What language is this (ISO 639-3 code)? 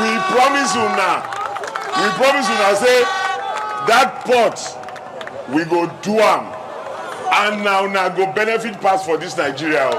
pcm